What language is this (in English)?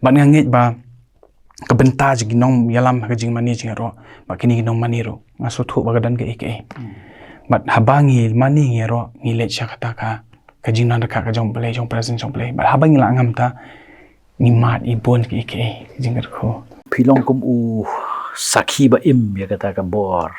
Khasi